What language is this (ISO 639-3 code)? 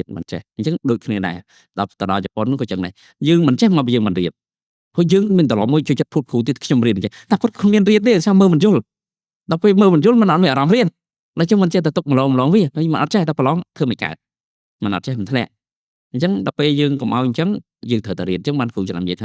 khm